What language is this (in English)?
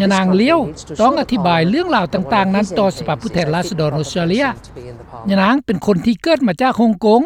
Lao